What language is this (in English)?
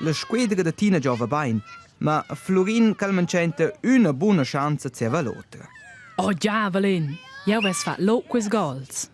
Romansh